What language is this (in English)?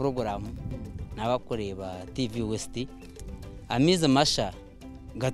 Nyankole